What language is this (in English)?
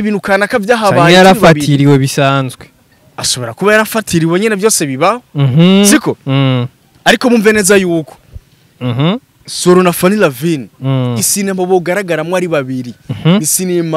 Rundi